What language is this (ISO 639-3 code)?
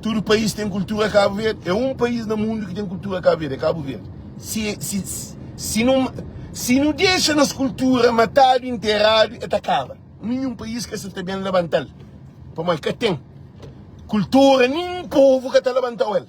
kea